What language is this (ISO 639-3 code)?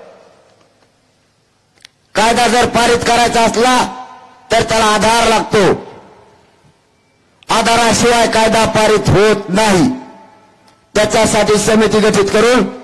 mar